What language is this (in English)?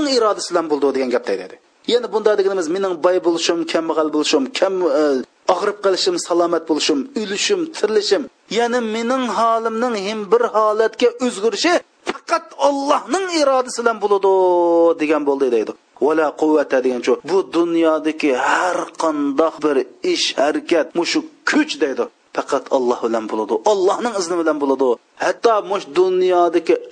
Uyghur